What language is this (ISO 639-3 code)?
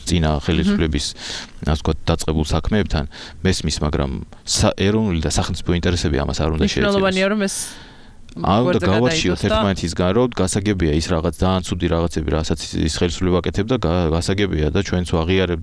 kat